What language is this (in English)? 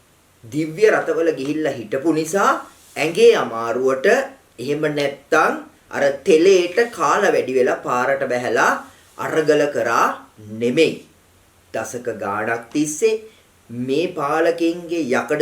Sinhala